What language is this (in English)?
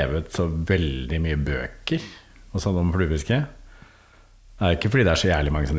Norwegian